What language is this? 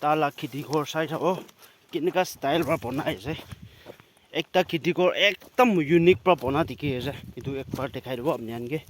Naga Pidgin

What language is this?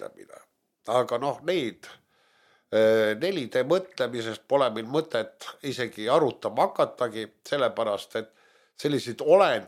Estonian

